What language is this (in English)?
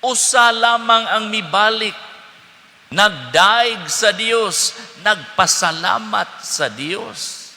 Cebuano